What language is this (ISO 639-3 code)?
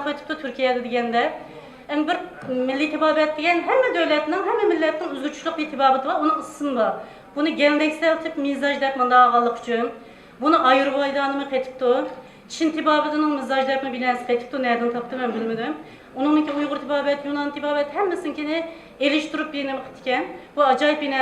uig